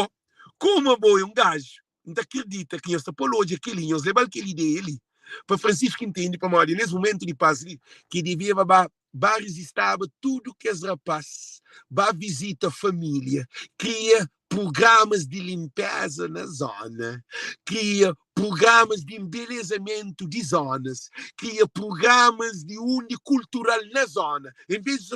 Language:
Kabuverdianu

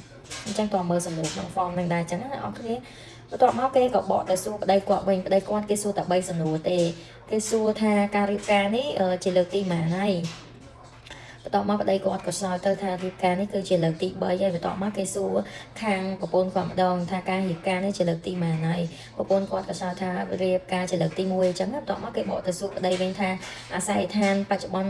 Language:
Khmer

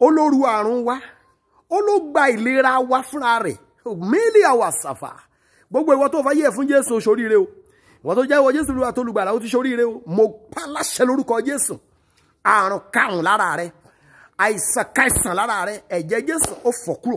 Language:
Yoruba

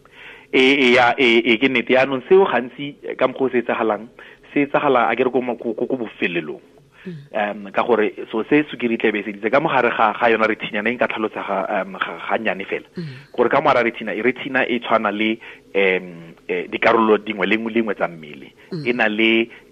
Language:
Tswana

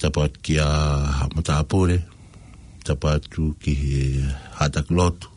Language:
Tongan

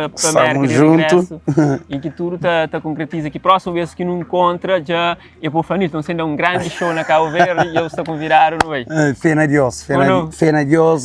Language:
Kabuverdianu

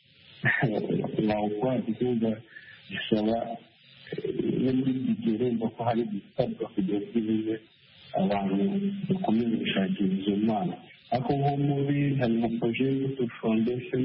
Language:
Kinyarwanda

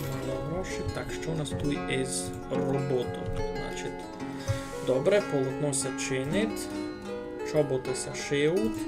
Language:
Rusyn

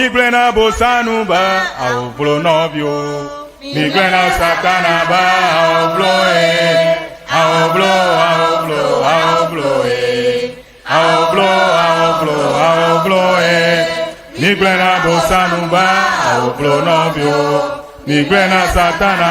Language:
Ewe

